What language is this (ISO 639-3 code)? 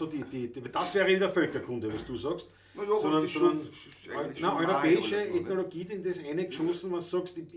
bar